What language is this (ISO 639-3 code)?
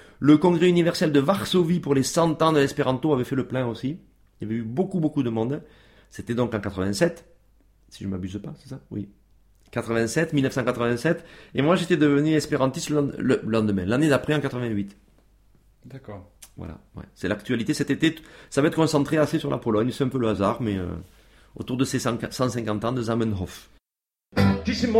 fra